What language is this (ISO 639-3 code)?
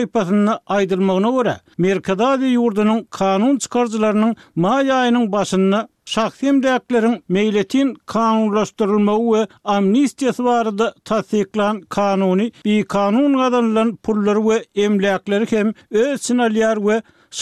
tuk